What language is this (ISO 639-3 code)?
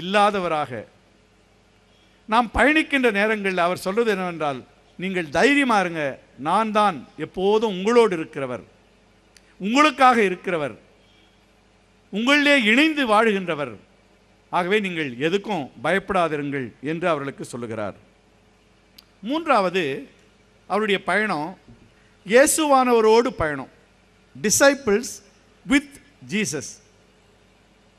tam